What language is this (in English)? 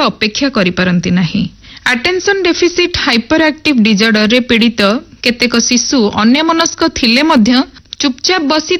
Odia